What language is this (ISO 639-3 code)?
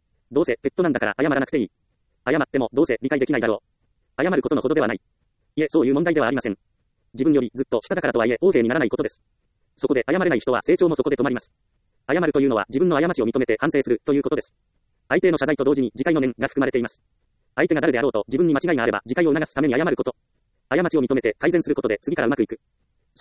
jpn